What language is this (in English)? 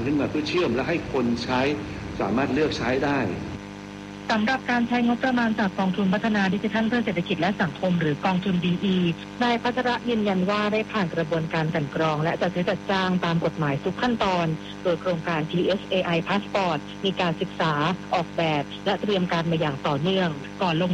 Thai